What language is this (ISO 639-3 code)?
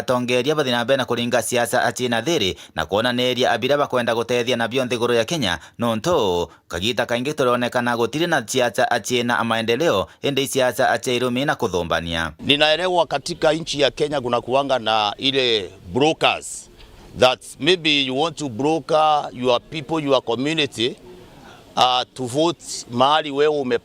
mer